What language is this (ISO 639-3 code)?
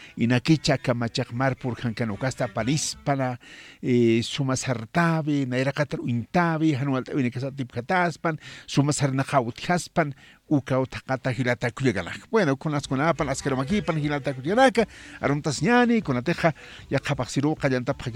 aym